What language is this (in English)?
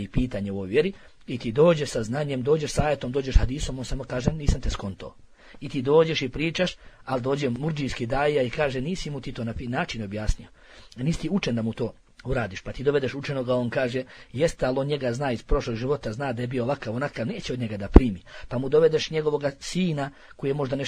Bosnian